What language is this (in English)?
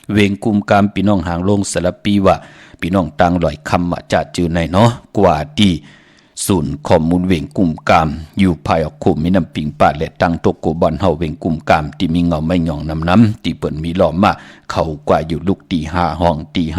Shan